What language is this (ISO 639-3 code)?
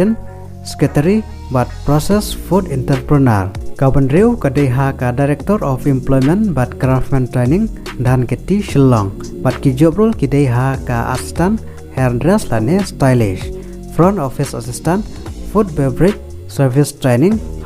kha